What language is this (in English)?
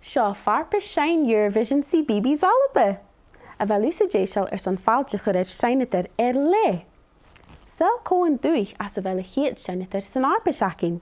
Scottish Gaelic